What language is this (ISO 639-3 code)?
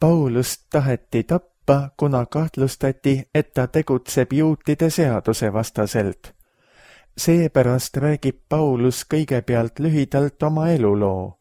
est